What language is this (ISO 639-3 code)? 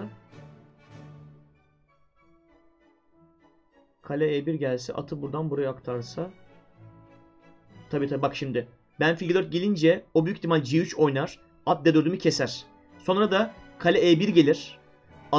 tur